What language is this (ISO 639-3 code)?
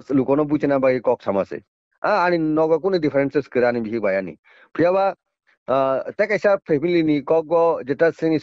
trp